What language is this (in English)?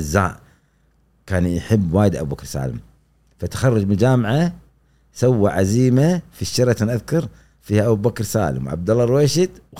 Gulf Arabic